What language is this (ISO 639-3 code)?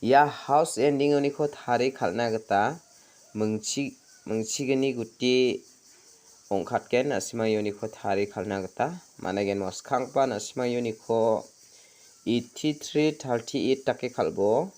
grt